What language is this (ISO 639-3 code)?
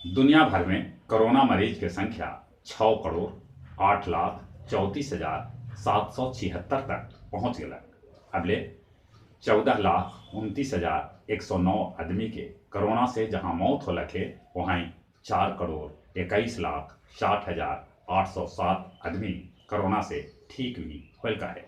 mag